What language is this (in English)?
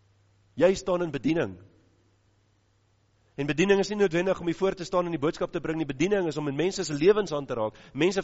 Afrikaans